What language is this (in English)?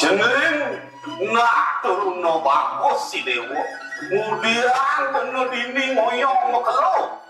Balinese